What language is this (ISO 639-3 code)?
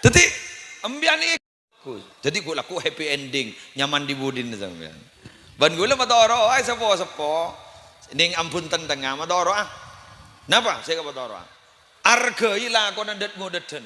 mad